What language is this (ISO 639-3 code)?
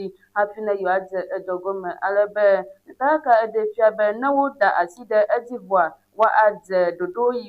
ewe